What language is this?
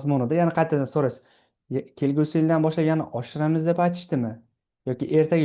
Uzbek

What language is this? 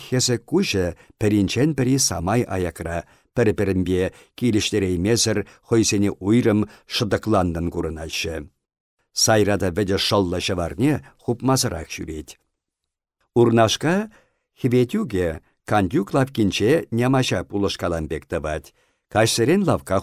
Chuvash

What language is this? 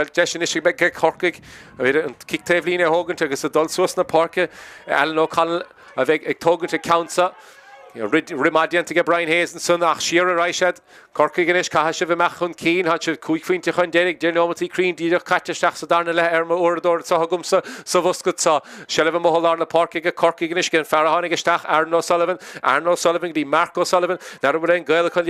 Irish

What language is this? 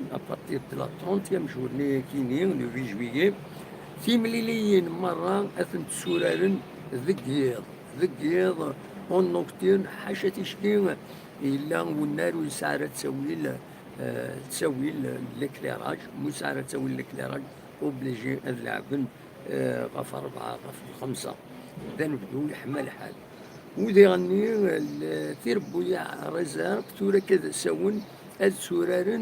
Kabyle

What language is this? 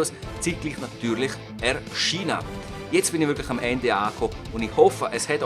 Swiss German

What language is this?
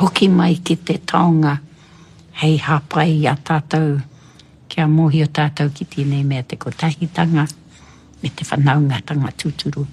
Māori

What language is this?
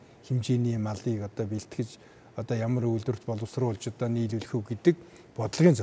Mongolian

